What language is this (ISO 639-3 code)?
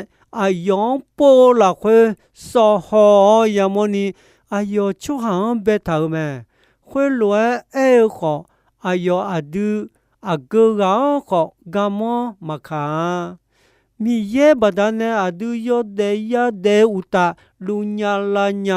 ahk